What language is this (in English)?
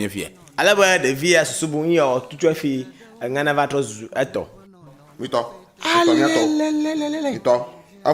Ewe